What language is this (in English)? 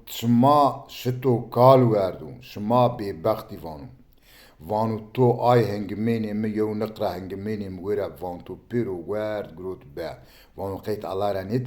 Zaza